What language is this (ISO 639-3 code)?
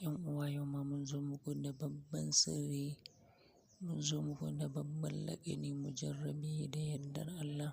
hau